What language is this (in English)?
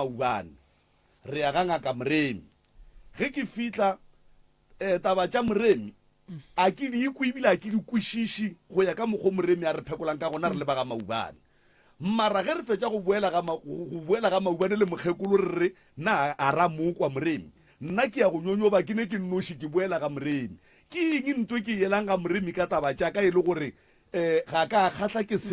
Northern Sotho